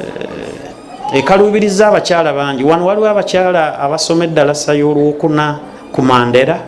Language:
Ganda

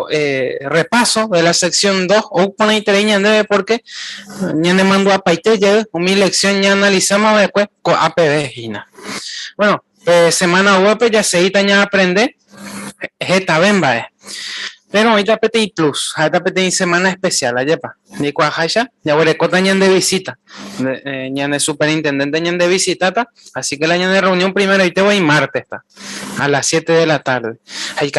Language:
Guarani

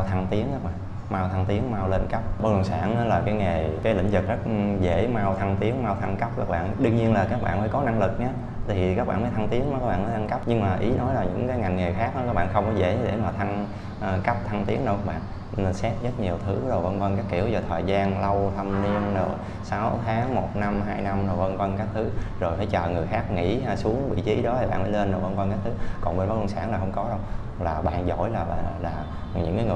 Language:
Vietnamese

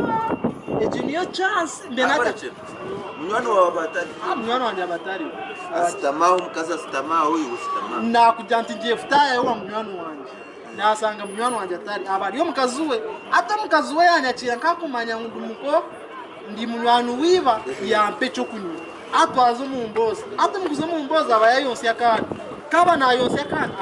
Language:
Nyankole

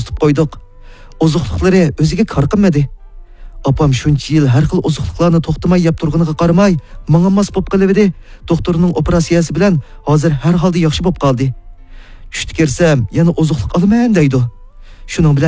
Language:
Uyghur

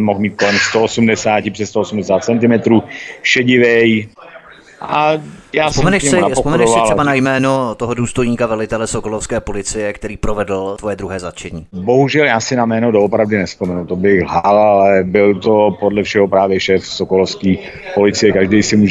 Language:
Czech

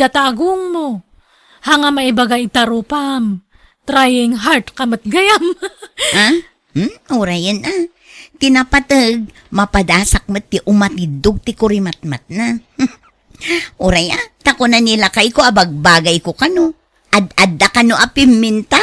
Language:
Iloko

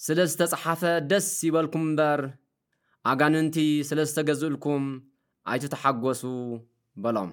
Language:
Tigrinya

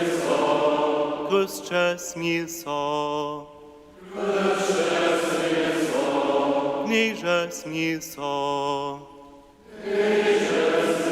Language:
Upper Sorbian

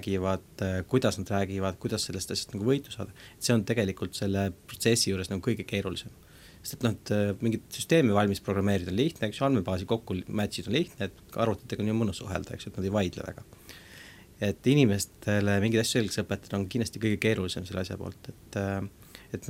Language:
Estonian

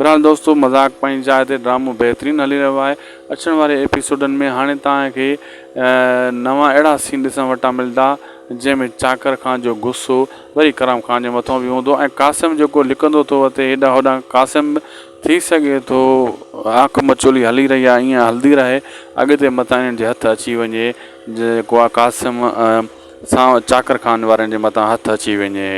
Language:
Sindhi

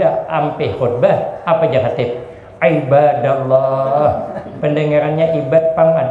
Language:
Banjar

